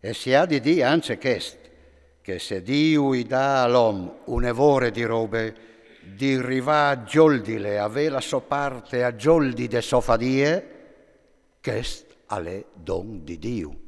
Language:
Friulian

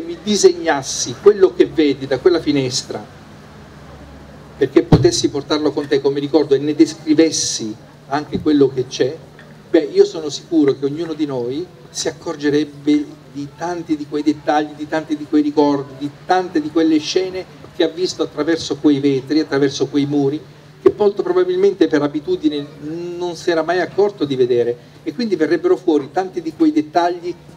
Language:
Italian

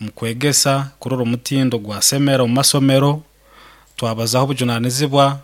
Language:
Nyankole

